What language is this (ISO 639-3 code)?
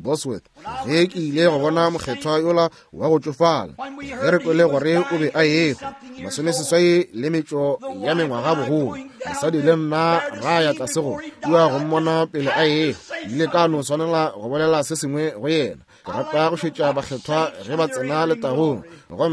nso